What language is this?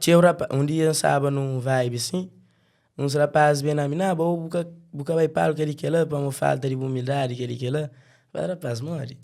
Kabuverdianu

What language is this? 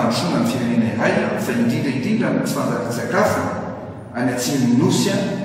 Malagasy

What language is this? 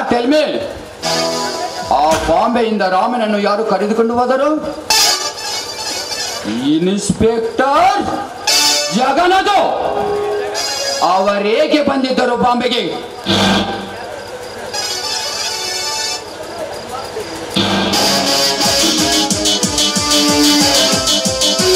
Kannada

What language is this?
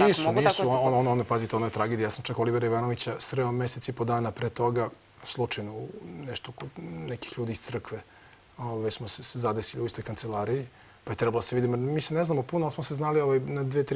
Serbian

